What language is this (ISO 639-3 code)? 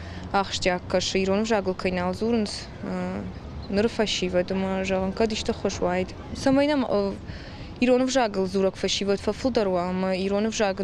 oss